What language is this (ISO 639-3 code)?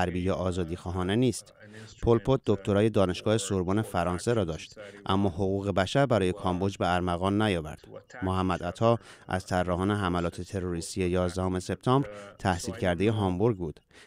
fas